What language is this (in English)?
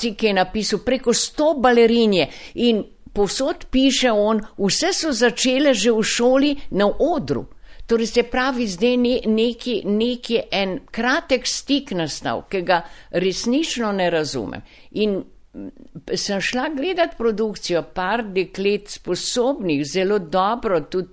Slovenian